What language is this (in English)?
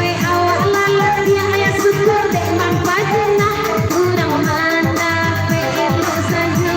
Minangkabau